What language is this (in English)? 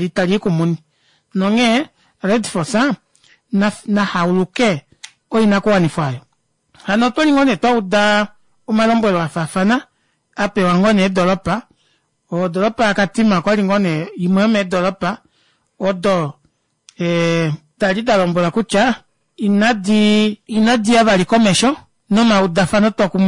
Kuanyama